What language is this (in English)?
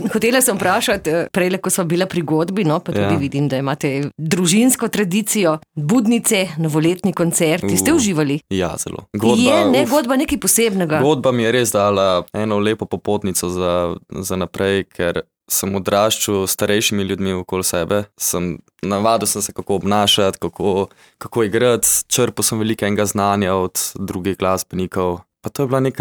Slovenian